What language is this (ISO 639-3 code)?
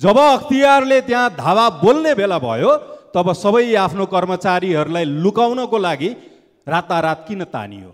nep